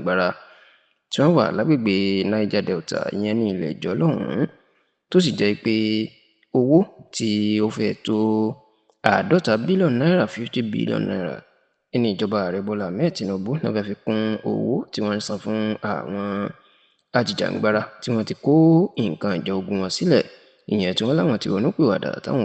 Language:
Yoruba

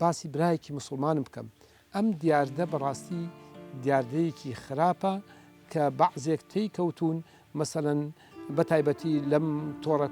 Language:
Central Kurdish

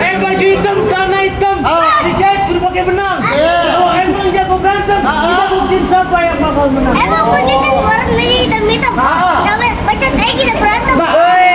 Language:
Betawi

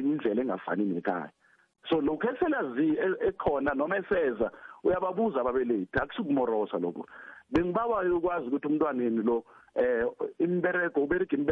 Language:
South Ndebele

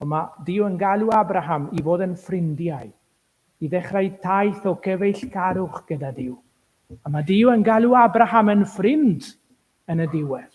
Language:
Welsh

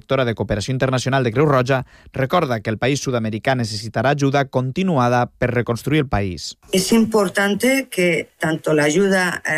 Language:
Catalan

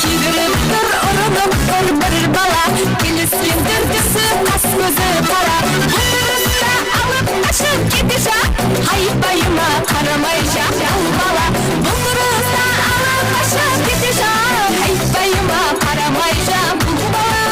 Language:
Kara-Kalpak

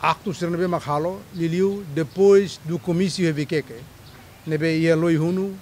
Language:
Tetum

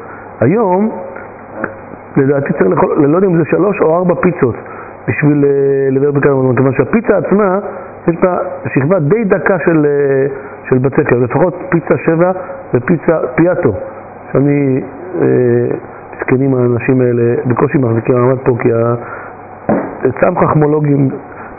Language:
Hebrew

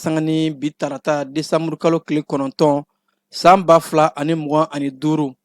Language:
Bambara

